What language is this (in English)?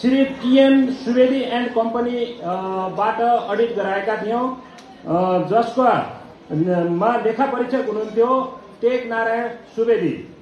Nepali